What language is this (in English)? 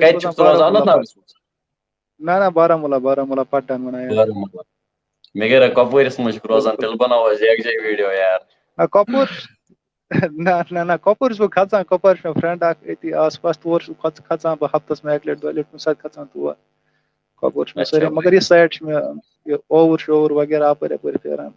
Kashmiri